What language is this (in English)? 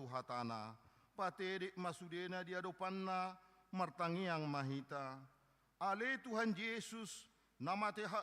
Batak Toba